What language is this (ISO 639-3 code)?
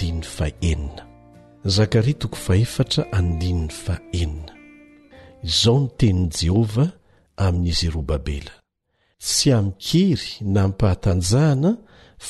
mlg